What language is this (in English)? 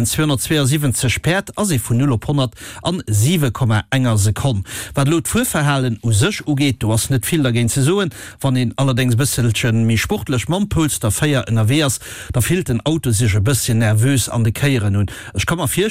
Luxembourgish